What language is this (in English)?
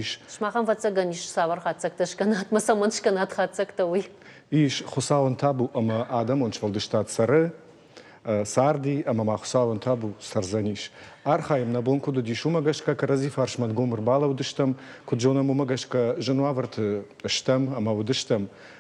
Ossetic